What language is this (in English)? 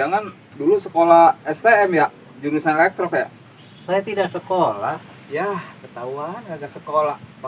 Betawi